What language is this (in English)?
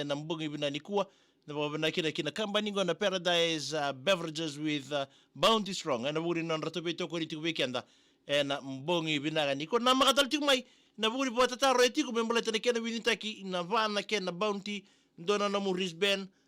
Fijian